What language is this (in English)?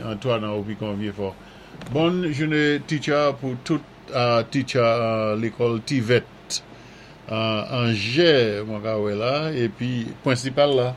Saint Lucian Creole French